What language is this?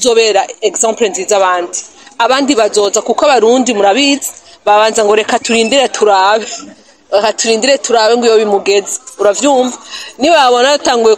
Rundi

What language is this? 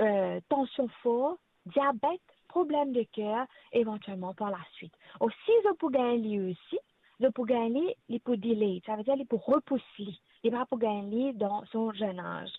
Morisyen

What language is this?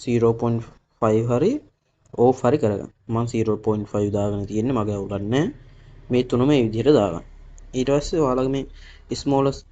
Sinhala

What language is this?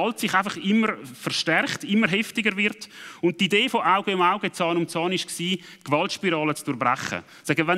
Swiss German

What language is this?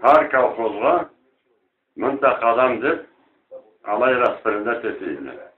Karachay-Balkar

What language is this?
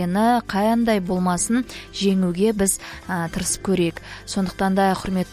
Kazakh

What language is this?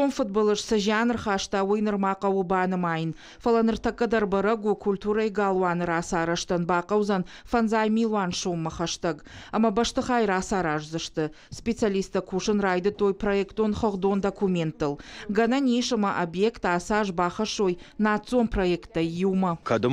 Ossetic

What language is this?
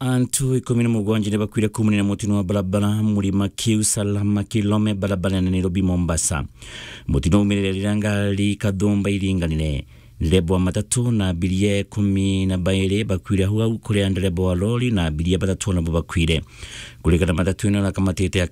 Meru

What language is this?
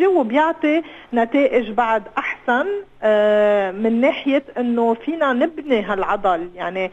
North Levantine Arabic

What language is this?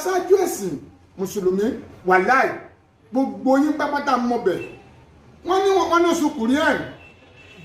Yoruba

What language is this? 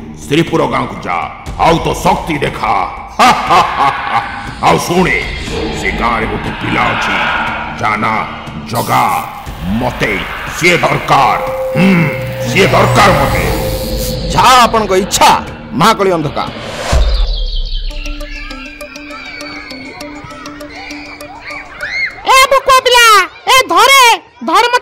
Odia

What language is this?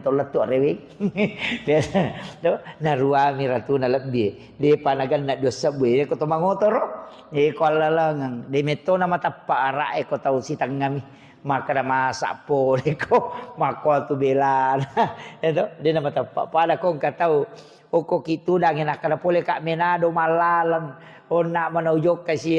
Buginese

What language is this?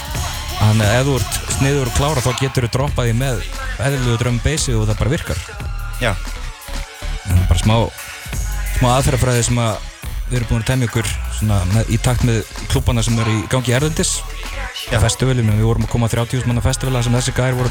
Icelandic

